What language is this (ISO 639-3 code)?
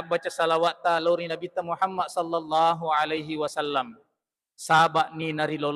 bug